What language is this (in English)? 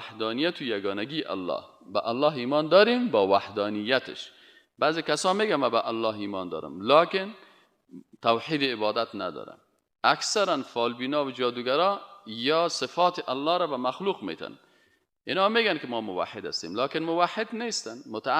Persian